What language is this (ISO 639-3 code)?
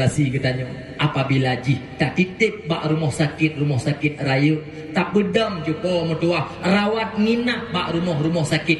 ace